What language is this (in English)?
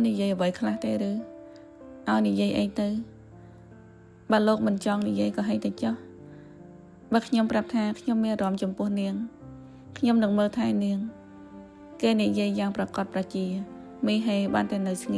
Khmer